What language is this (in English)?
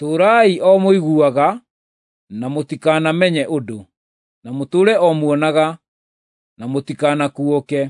Kikuyu